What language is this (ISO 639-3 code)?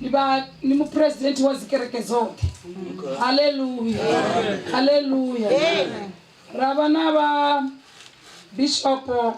ven